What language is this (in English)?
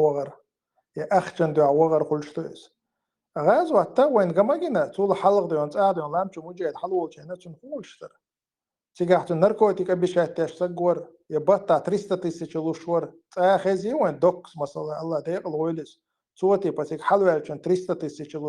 Chechen